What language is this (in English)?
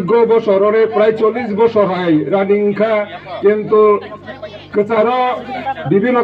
Kok Borok